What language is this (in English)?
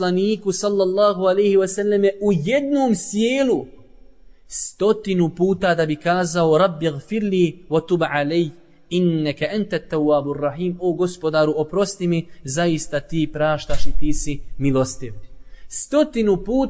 Bosnian